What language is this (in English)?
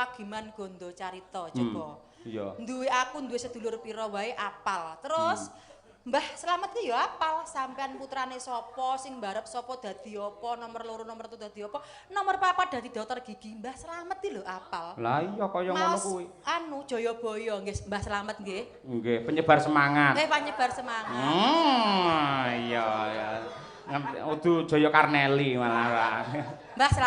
Javanese